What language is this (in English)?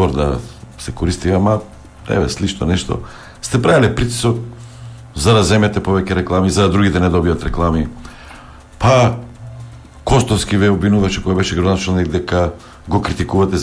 Macedonian